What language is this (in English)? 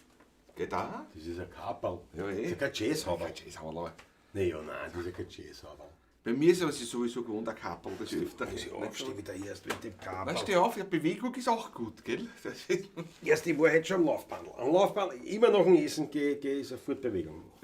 Bavarian